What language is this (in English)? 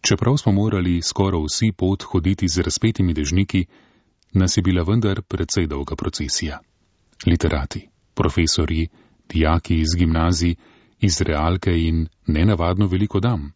Slovenian